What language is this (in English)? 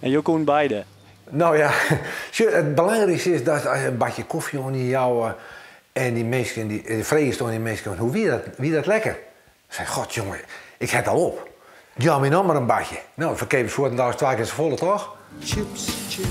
Western Frisian